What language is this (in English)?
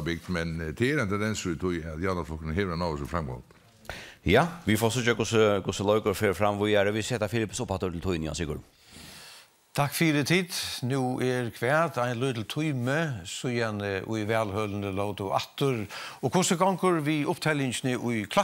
Faroese